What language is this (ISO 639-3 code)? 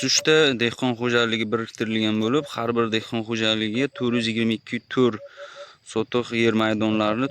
uzb